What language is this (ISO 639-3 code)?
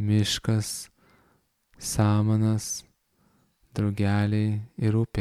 lit